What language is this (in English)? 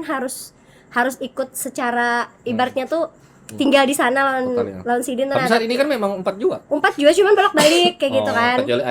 Banjar